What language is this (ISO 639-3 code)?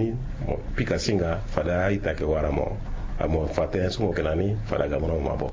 sag